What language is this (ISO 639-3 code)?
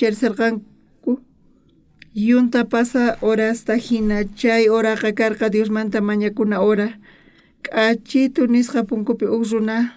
quh